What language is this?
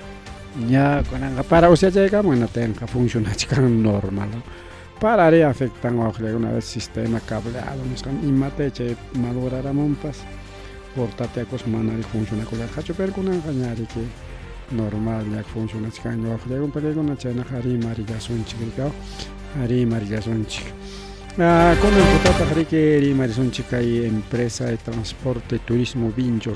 Ayacucho Quechua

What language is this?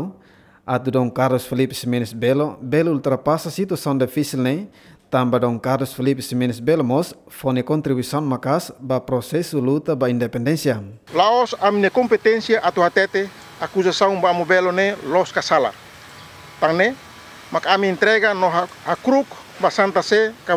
Tetum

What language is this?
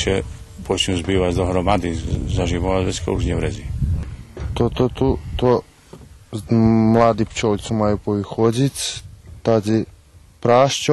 Rusyn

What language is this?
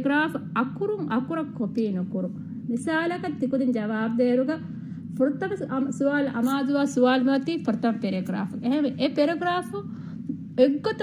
Divehi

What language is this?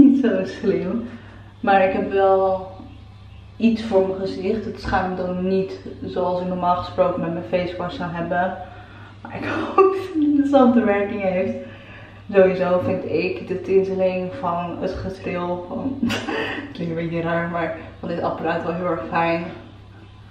Dutch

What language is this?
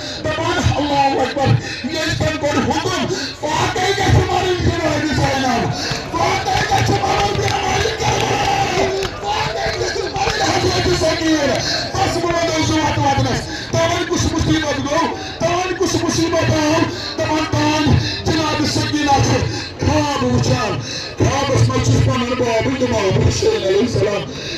Kashmiri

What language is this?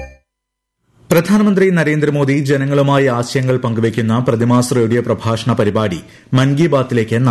Malayalam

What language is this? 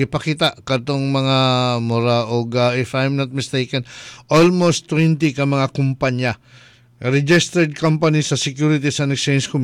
Cebuano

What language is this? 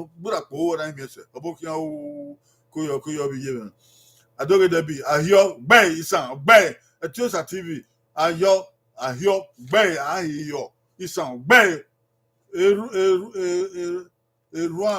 Bini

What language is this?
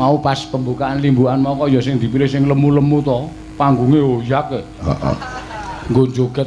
Javanese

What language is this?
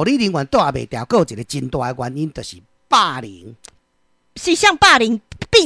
Min Nan Chinese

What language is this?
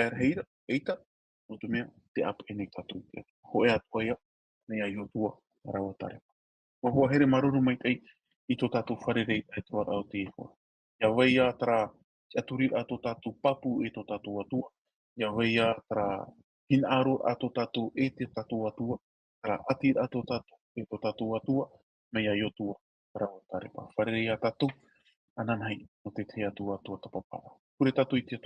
Tahitian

